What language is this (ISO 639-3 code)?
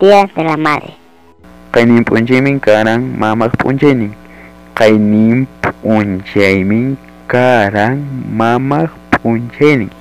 quy